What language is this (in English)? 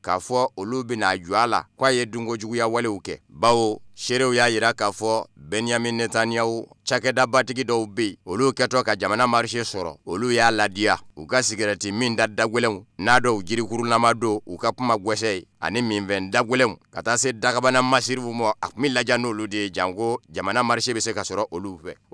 Bambara